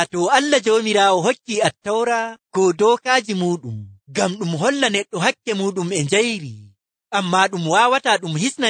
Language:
Nigerian Fulfulde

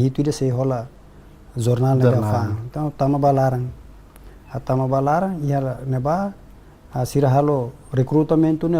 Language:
Tetum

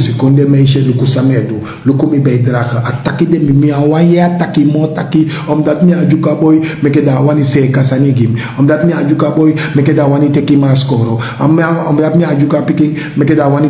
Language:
Sranan Tongo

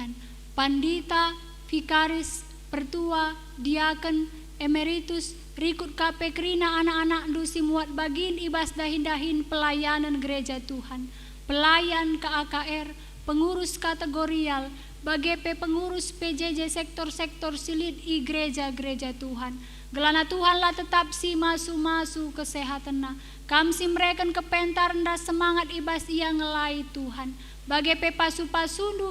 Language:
Batak Karo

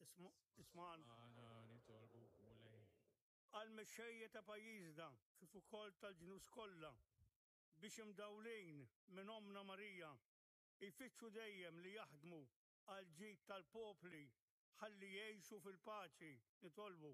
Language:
Maltese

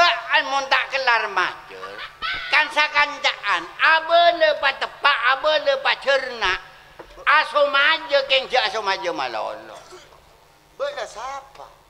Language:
Madurese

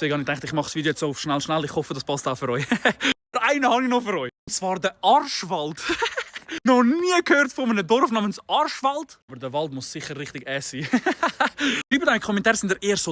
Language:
Swiss German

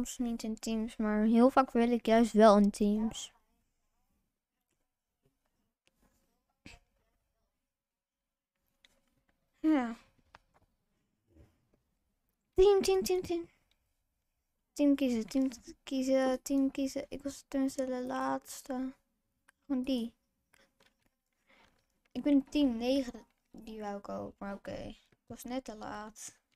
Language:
Dutch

